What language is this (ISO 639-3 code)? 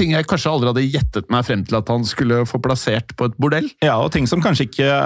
nor